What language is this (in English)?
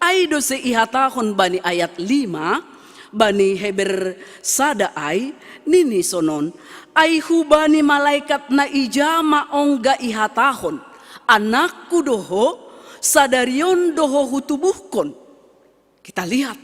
Batak Simalungun